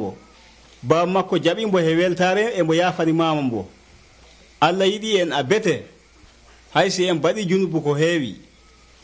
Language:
Nigerian Fulfulde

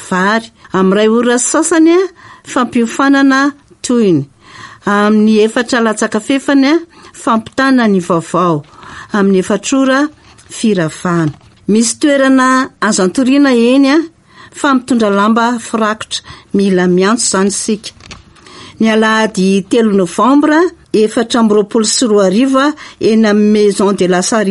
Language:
Malagasy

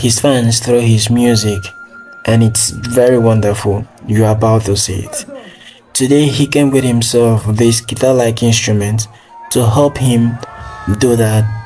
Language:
Nigerian Pidgin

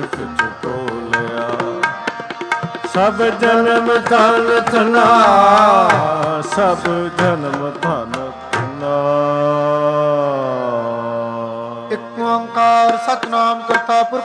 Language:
Punjabi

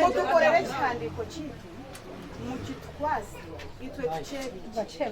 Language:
Nyankole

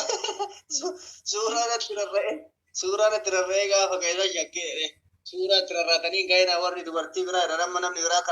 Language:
Oromo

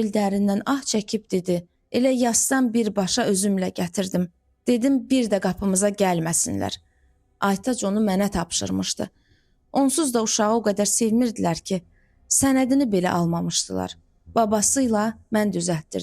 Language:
Azerbaijani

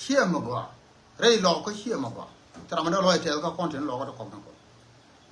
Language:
Nuer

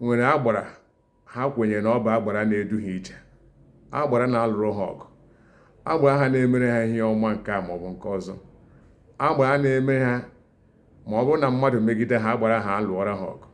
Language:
Igbo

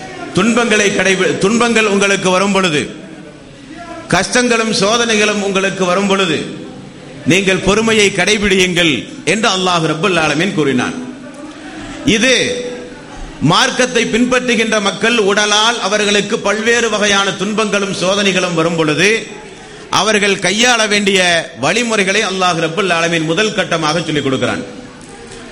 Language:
Tamil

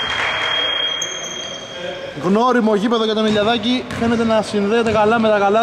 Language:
Greek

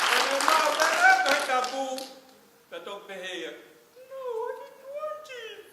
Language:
Tongan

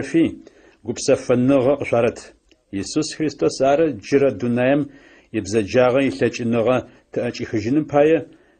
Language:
Adyghe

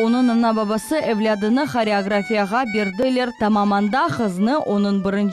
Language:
Crimean Tatar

